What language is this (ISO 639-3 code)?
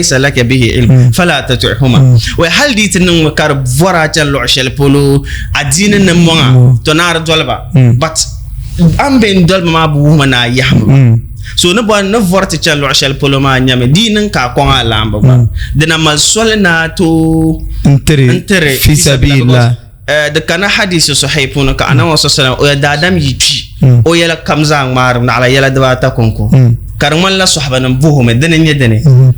dag